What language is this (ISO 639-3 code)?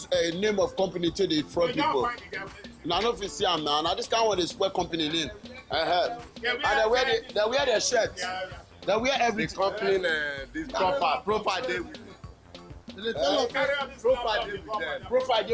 pcm